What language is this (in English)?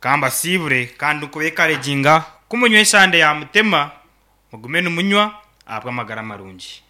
Nyankole